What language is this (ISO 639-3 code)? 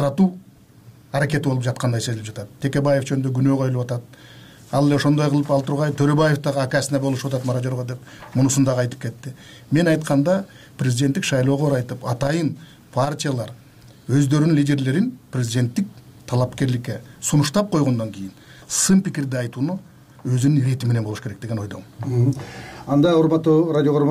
kir